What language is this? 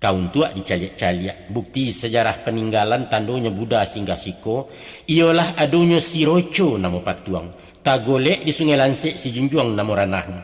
Minangkabau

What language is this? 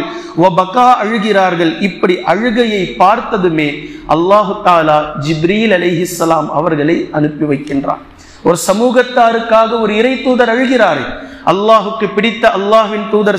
Tamil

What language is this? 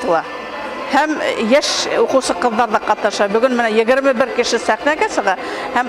Bashkir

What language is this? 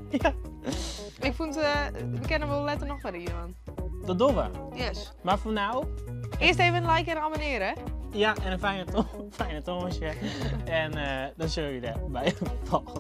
Western Frisian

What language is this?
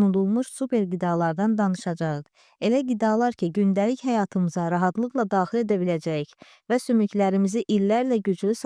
Azerbaijani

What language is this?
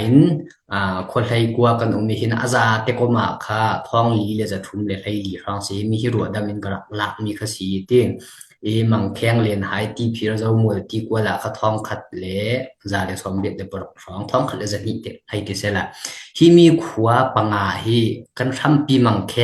Falam Chin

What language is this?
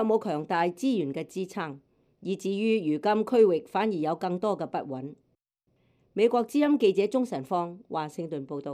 Cantonese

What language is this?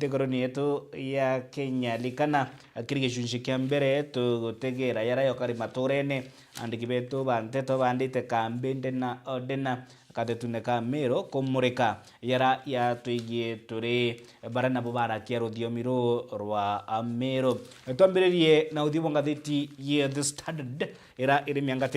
Meru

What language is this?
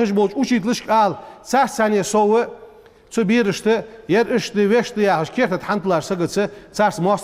Ingush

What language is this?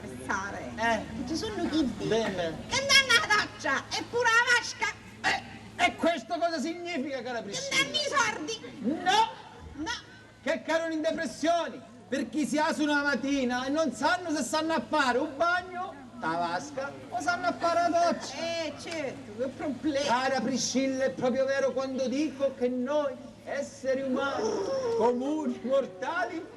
Sicilian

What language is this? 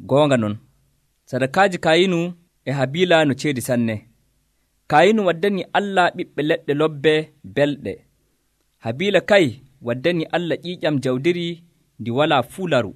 Nigerian Fulfulde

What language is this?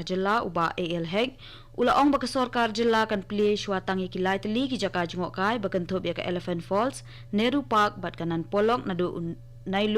Khasi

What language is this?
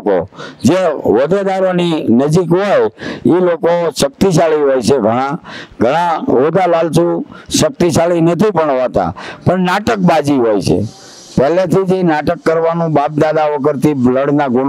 Gujarati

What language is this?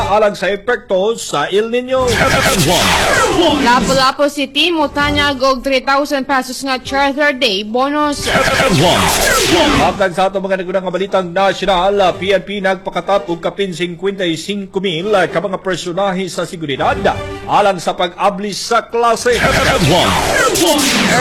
Cebuano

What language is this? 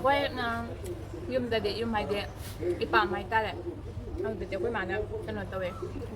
Manipuri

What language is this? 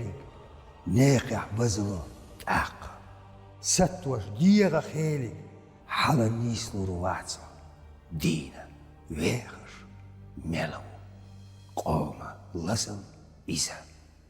Chechen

